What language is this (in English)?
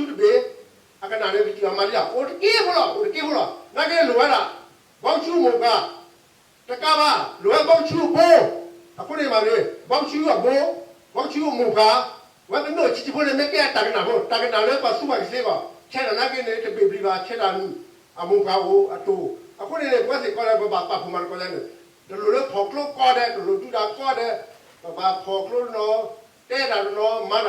S'gaw Karen